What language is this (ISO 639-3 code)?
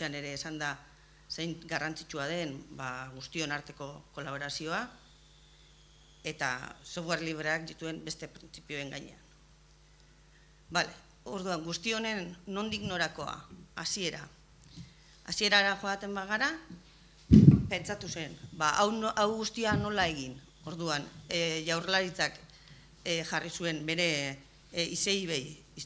eus